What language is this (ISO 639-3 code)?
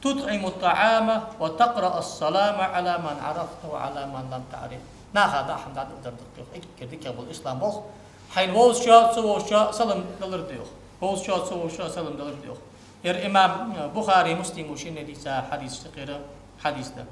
inh